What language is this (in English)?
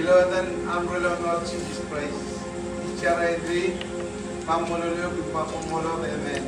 Marshallese